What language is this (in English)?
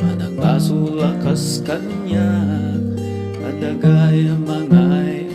Iloko